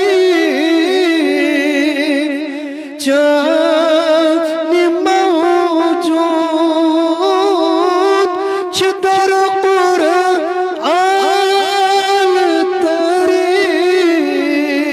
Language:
Kashmiri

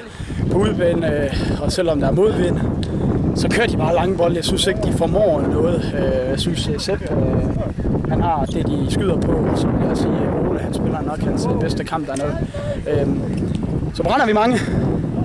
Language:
Danish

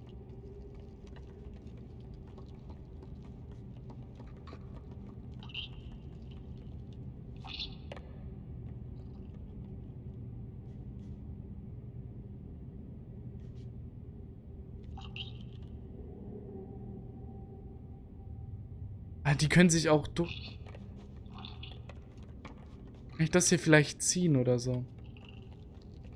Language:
German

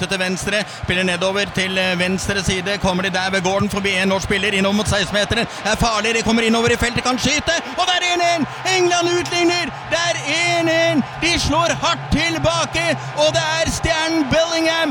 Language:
Norwegian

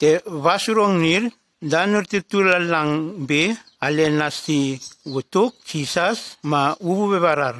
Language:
Nume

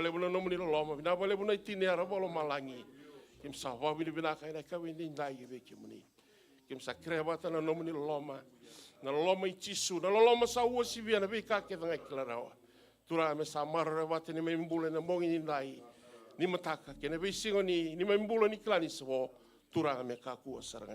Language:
Fijian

